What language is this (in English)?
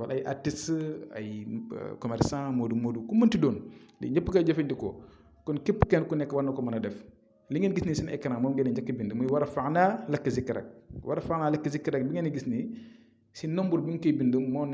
Wolof